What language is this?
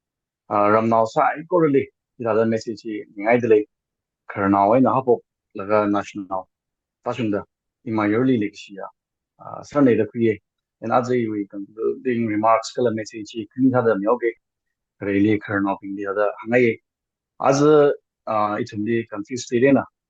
Tangkhul Naga (India)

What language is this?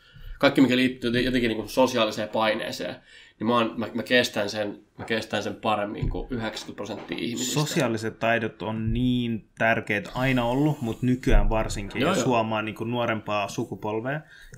Finnish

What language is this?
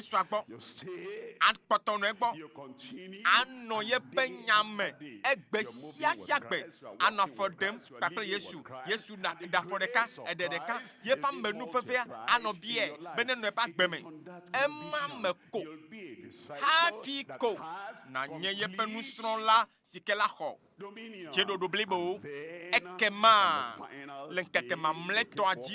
Ewe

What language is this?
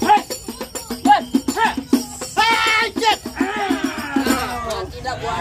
Betawi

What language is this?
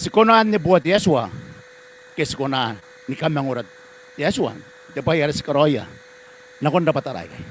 Gilbertese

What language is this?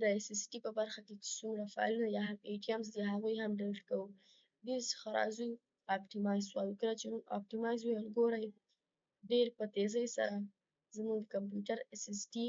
Pashto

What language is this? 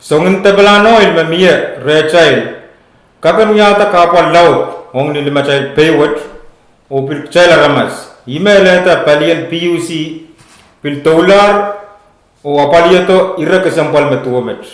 Pohnpeian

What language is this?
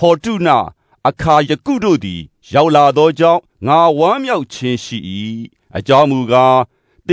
Burmese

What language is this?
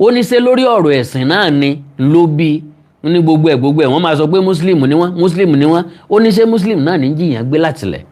Yoruba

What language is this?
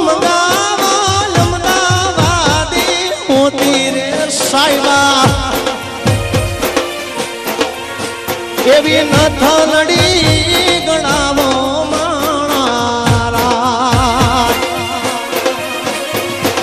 Gujarati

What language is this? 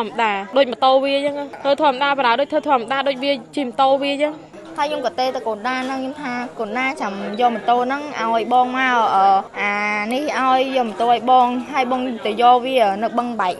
Khmer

